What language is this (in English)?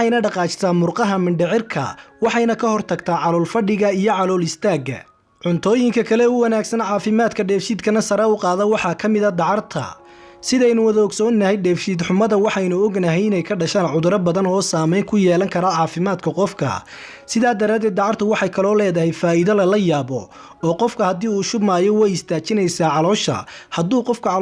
Somali